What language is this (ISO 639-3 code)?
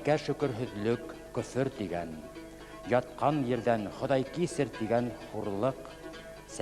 bak